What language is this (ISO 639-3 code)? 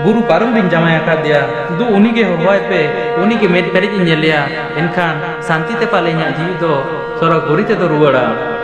sat